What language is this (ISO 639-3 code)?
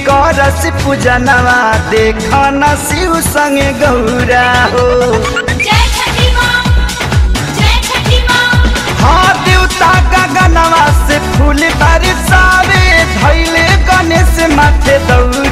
bho